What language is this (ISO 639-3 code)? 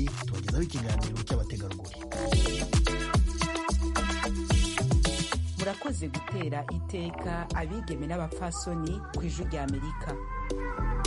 kin